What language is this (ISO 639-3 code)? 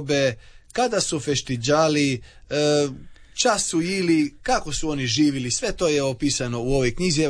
hrv